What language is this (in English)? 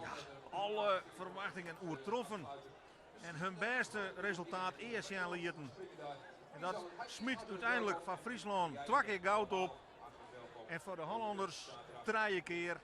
Western Frisian